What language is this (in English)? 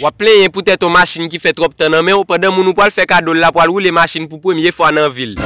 Haitian Creole